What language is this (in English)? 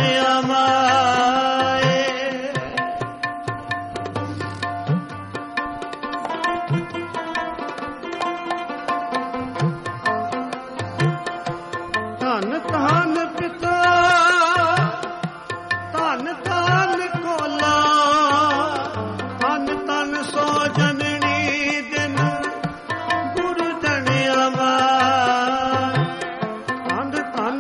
Punjabi